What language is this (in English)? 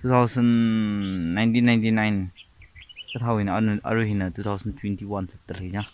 Tangkhul Naga (India)